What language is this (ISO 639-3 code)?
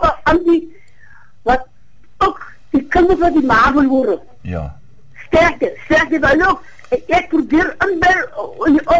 afr